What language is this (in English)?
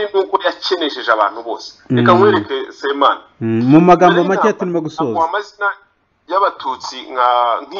Kinyarwanda